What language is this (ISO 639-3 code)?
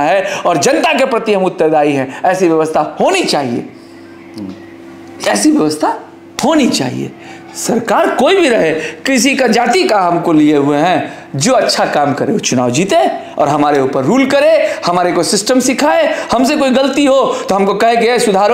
hin